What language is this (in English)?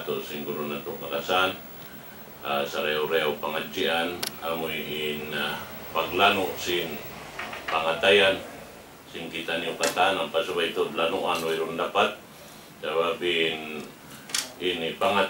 Tausug